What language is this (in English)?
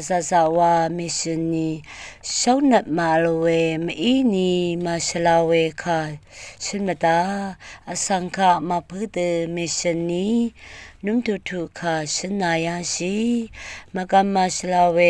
Rawang